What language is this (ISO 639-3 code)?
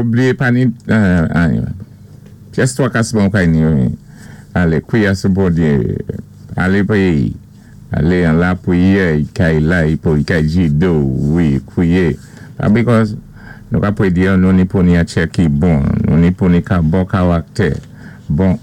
acf